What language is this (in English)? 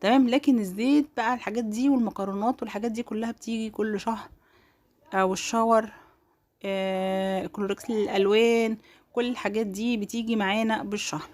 Egyptian Arabic